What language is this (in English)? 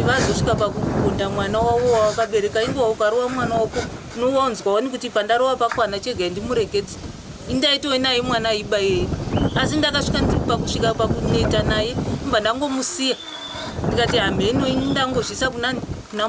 Shona